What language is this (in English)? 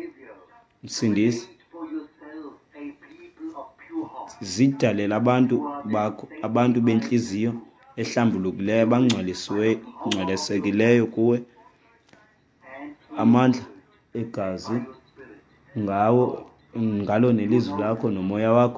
Xhosa